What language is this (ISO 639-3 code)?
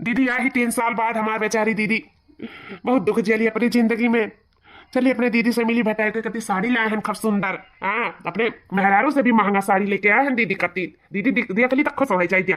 awa